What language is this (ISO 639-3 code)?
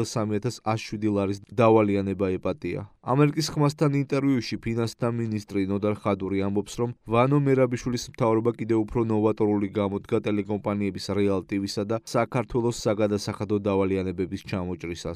kat